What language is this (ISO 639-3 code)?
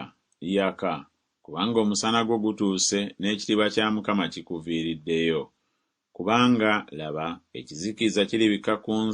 lug